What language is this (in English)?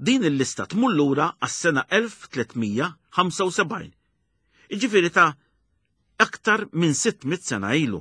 Maltese